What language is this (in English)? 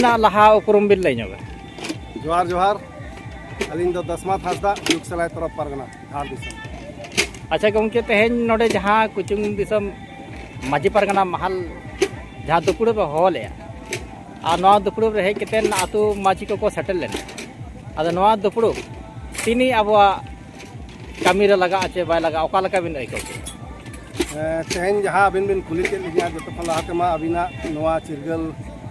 Santali